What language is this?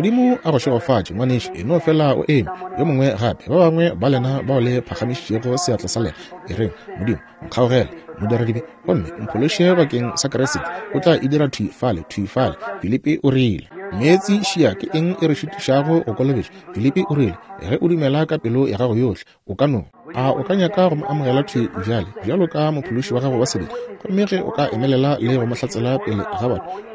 Northern Sotho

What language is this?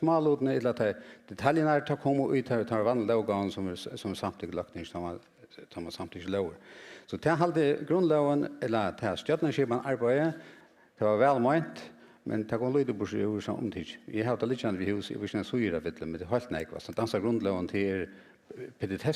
Faroese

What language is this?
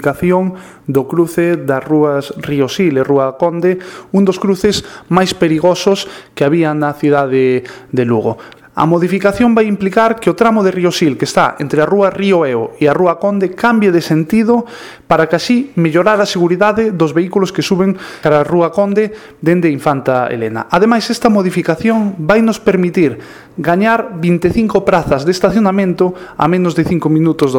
Galician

